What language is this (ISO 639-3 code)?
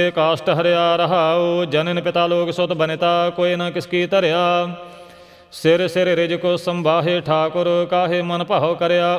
pan